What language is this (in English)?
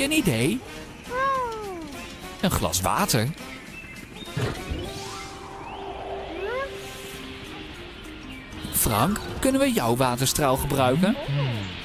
Dutch